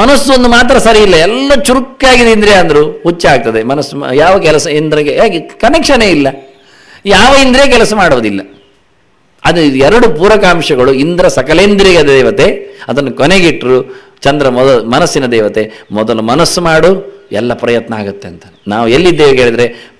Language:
Kannada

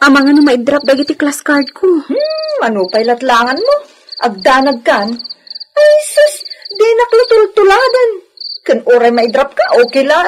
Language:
Iloko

